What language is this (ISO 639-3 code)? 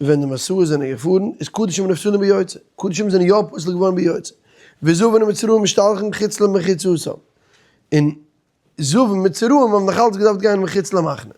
yid